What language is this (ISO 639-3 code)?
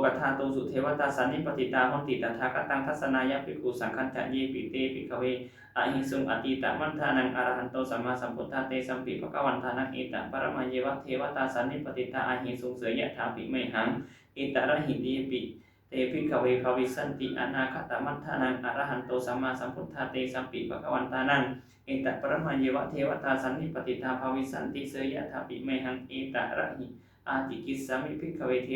pli